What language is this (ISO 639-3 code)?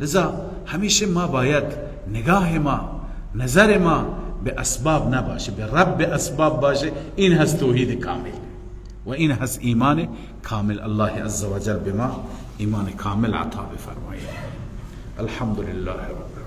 fas